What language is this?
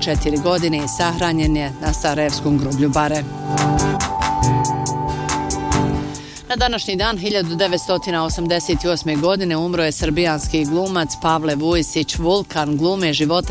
Bosnian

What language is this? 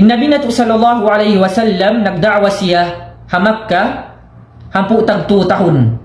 Tausug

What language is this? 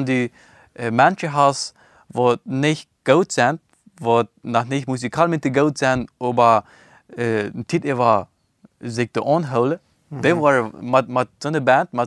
Plautdietsch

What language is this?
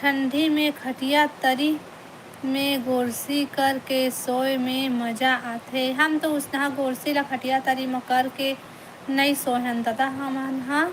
Chhattisgarhi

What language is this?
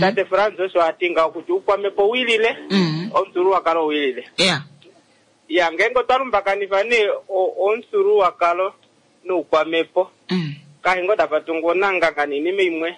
Kuanyama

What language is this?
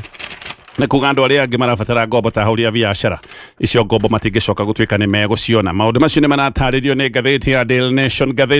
Kikuyu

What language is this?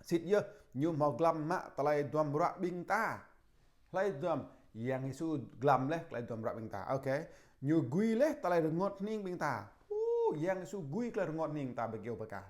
Jarai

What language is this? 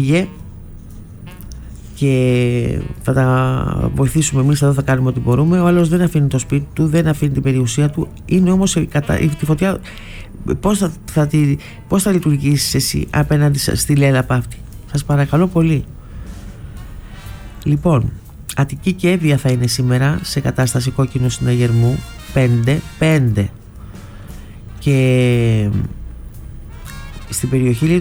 Greek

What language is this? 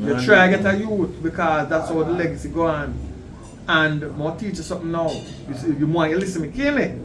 Jamaican Creole English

